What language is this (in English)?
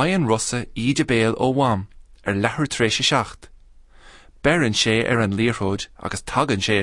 Irish